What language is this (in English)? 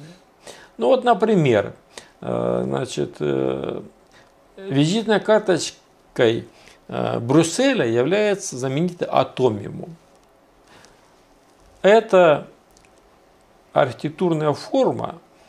Russian